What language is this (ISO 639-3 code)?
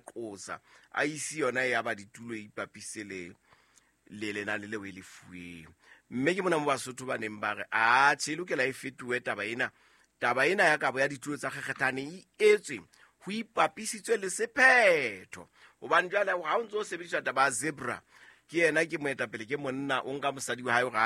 sot